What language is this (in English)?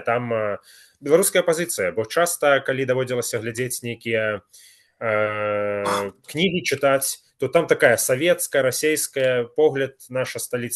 Belarusian